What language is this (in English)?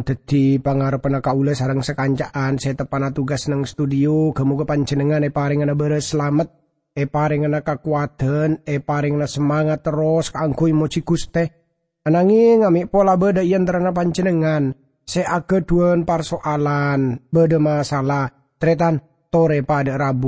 Madurese